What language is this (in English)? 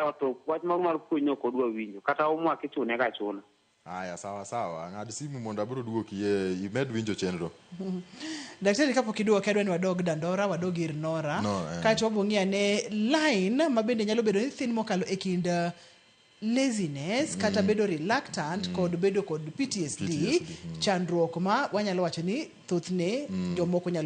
Luo (Kenya and Tanzania)